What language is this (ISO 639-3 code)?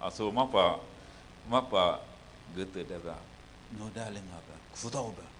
lis